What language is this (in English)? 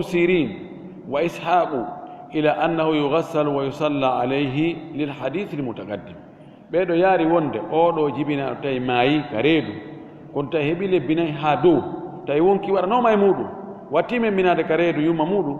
Fula